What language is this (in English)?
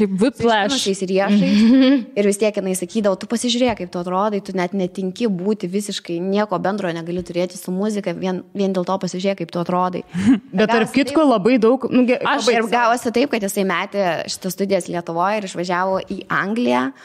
Lithuanian